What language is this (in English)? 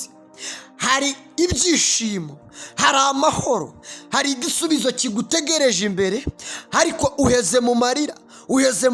Kinyarwanda